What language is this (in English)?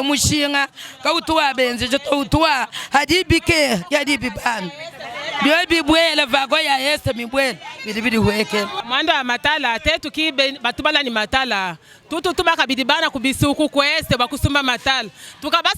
Luba-Lulua